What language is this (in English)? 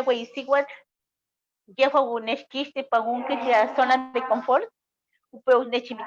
Eastern Huasteca Nahuatl